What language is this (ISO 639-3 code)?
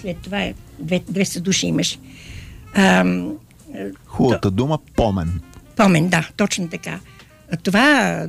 bul